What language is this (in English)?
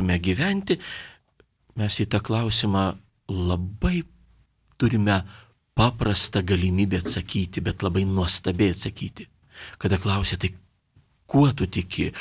Lithuanian